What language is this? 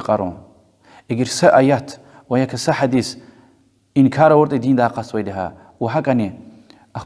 Lezghian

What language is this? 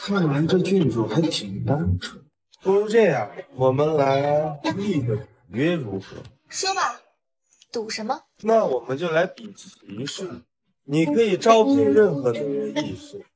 Chinese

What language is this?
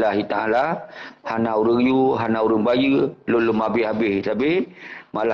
Achinese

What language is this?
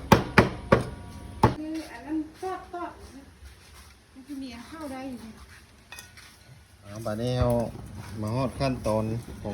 Lao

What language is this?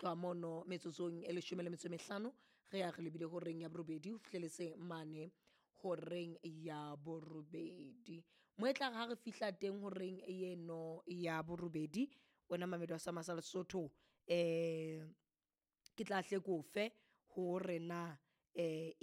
Southern Sotho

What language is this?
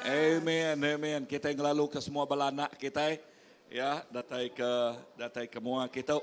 Iban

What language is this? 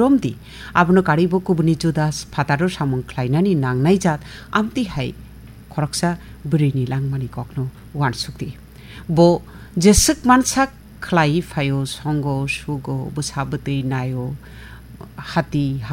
Kok Borok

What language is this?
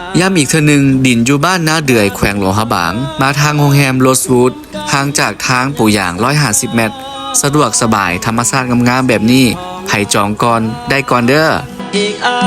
Lao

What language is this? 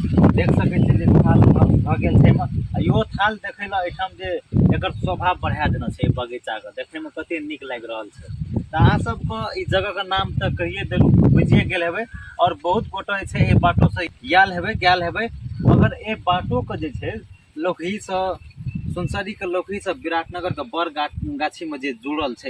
Maithili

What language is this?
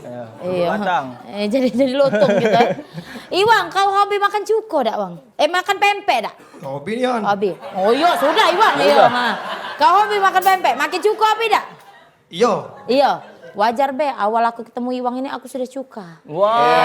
Musi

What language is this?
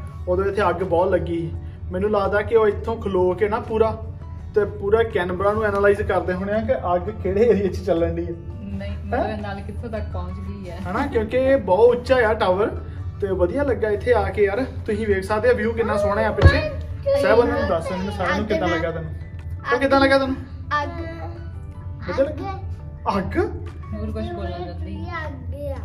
Punjabi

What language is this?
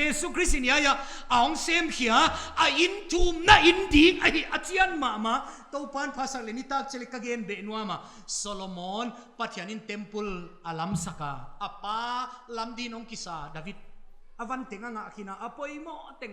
Paite Chin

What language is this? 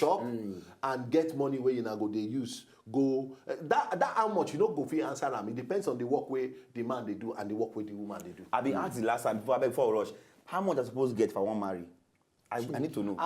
Nigerian Pidgin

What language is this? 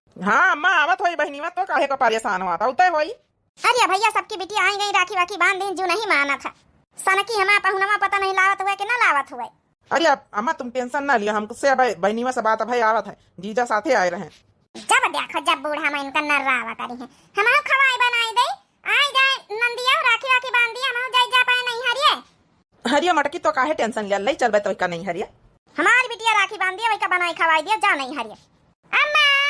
Awadhi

